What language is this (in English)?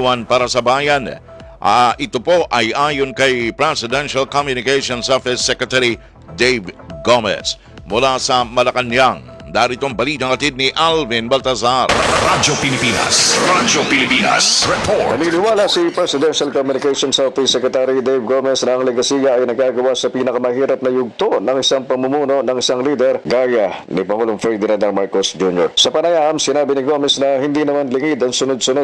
Filipino